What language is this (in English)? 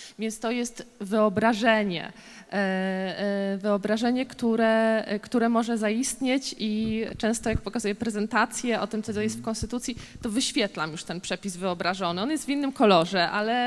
Polish